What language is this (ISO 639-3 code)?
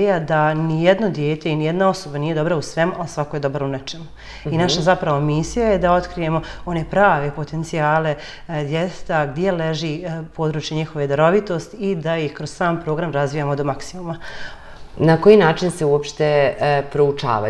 bos